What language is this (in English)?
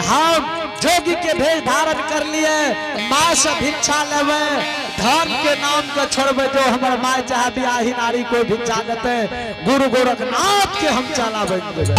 Angika